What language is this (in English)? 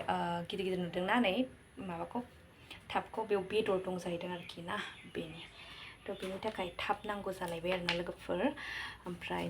Bodo